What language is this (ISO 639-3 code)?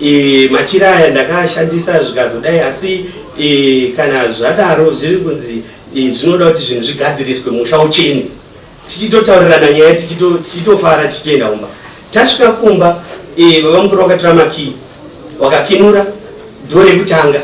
sna